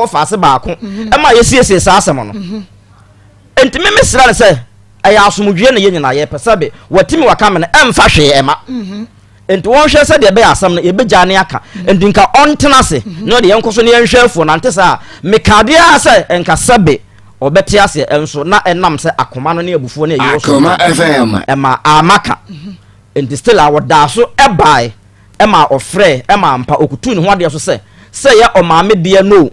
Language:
Akan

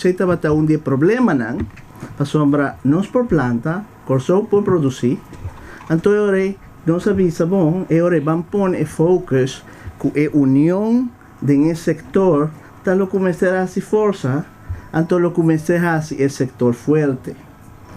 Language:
Papiamento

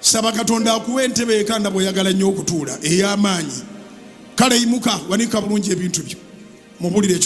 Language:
Ganda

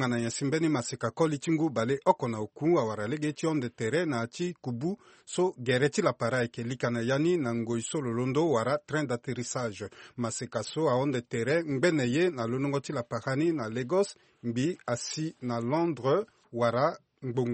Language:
Sango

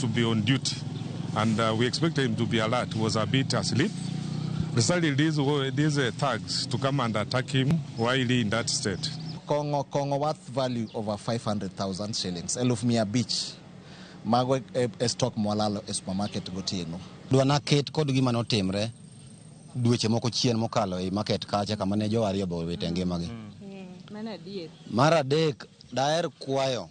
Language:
Luo (Kenya and Tanzania)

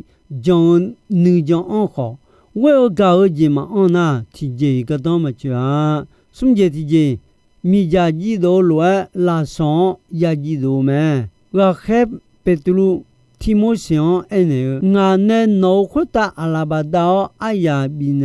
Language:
Akha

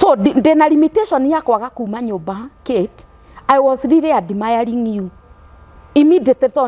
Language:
Kikuyu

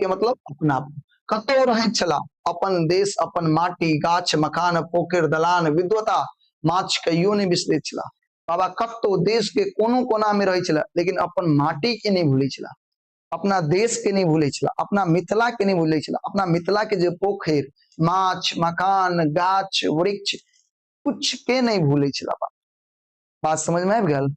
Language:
Maithili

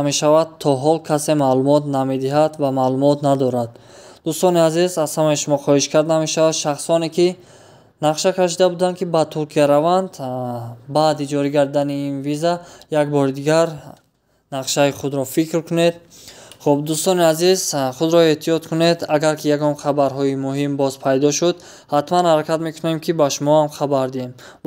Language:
Tajik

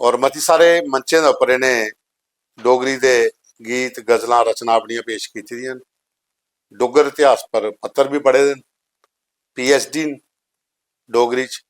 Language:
Dogri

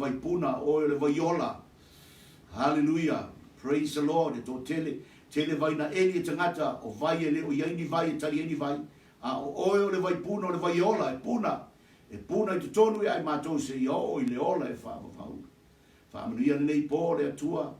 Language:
Samoan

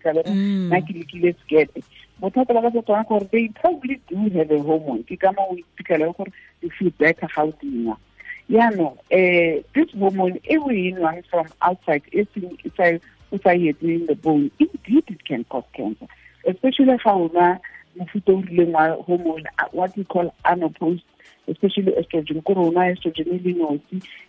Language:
Tswana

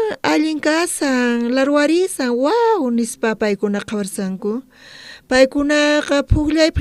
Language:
South Bolivian Quechua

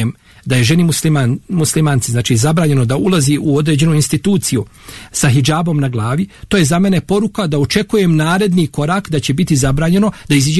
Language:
Bosnian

